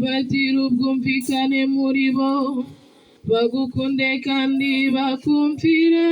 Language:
Kinyarwanda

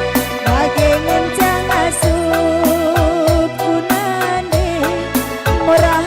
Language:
Batak Karo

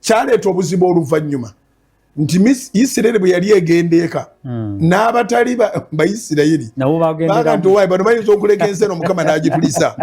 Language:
Ganda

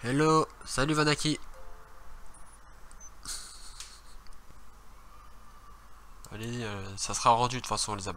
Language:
French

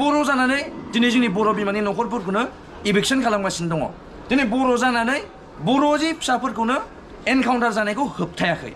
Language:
Bodo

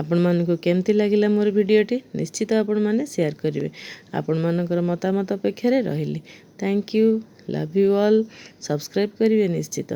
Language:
Odia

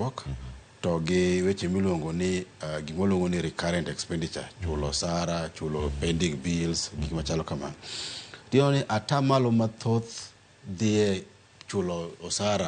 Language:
Luo (Kenya and Tanzania)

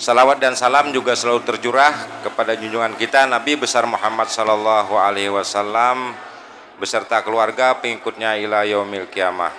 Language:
Banjar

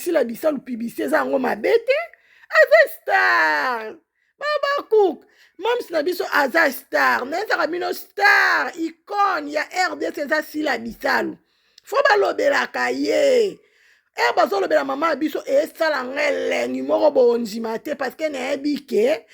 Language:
Lingala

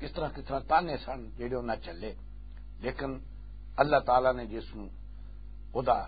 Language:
Western Panjabi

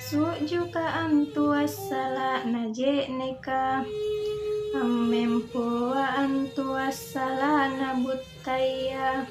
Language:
Makasar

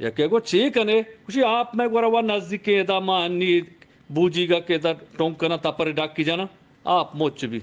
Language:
Eastern Balochi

